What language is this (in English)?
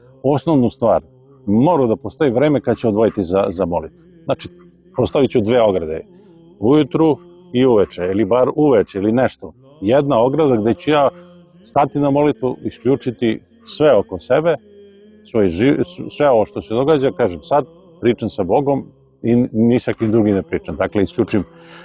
Serbian